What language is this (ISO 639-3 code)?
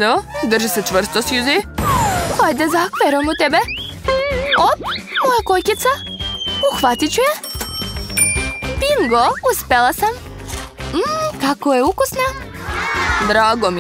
srp